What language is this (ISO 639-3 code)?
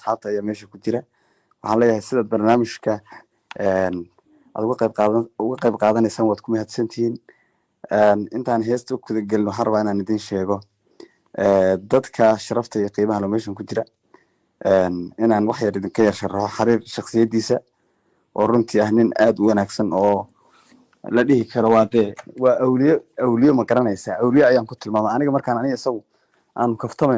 som